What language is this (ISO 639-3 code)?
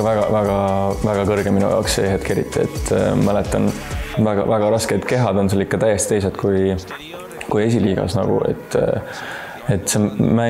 est